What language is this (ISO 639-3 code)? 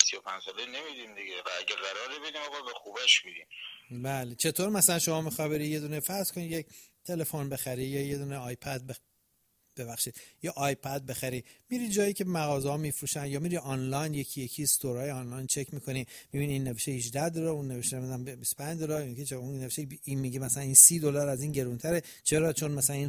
fas